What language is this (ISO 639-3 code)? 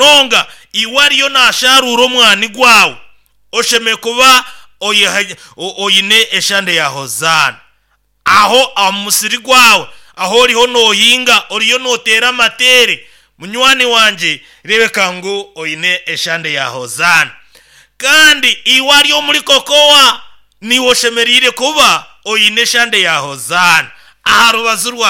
nyo